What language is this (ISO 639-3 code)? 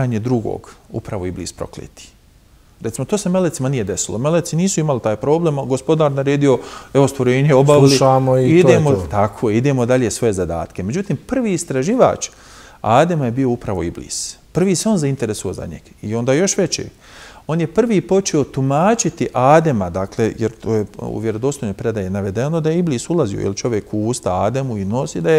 bos